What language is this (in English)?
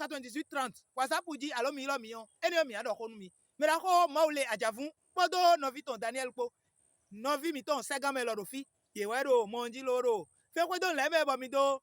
Fon